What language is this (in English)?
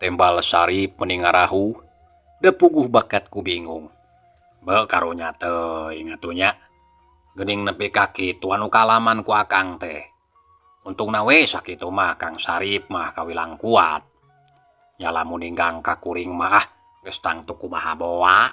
Sundanese